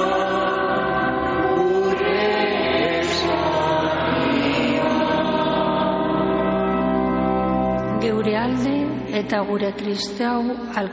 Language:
Basque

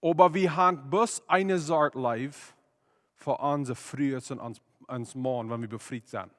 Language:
Plautdietsch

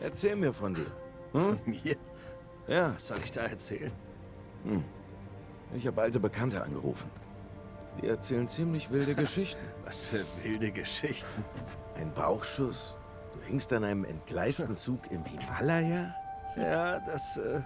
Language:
Swiss German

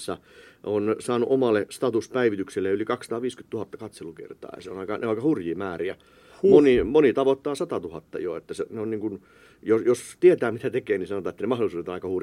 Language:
Finnish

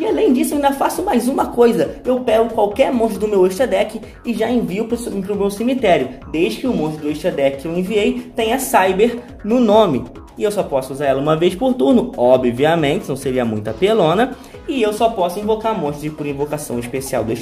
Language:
Portuguese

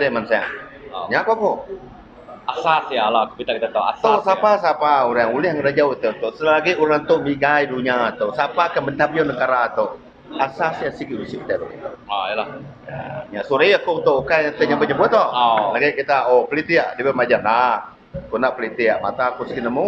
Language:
Iban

